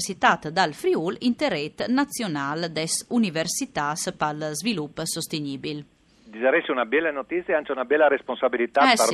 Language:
Friulian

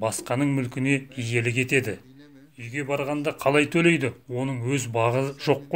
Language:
Kazakh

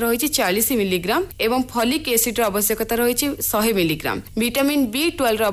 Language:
Odia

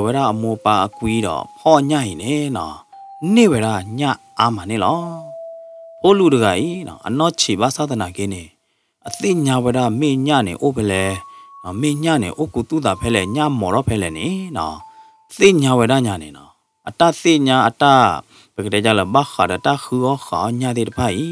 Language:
S'gaw Karen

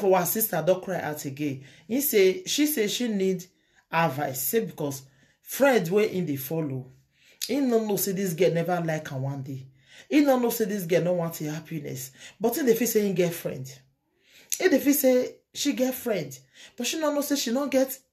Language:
Nigerian Pidgin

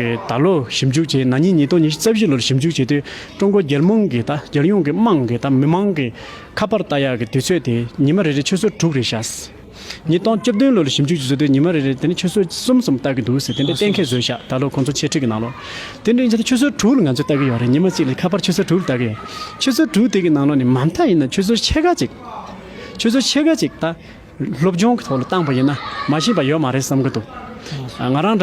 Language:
Tibetan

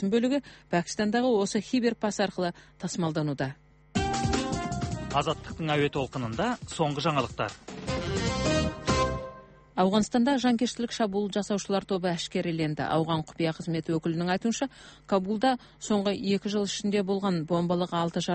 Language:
Kazakh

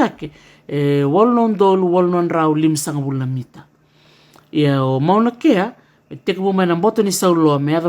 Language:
Fijian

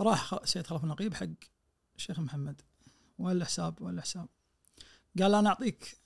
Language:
Najdi Arabic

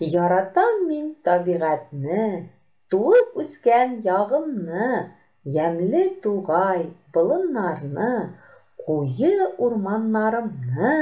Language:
Tatar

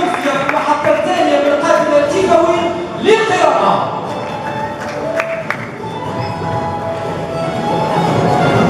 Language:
Arabic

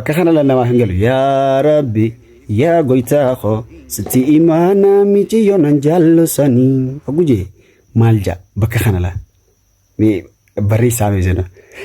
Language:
Oromo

